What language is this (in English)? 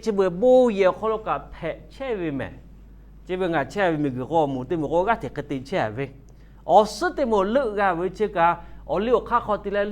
Lahu